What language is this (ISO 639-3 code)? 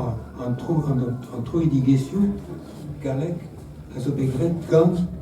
bre